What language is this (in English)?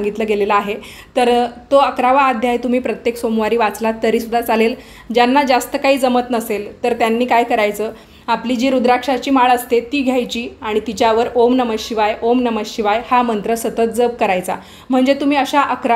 Marathi